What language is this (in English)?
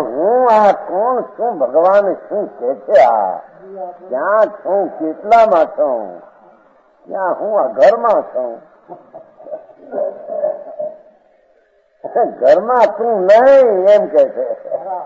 Gujarati